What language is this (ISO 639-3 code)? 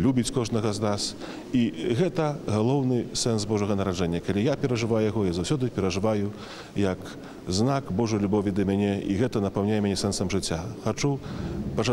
bel